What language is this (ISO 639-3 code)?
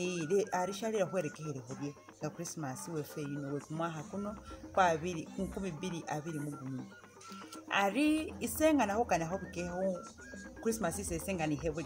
myx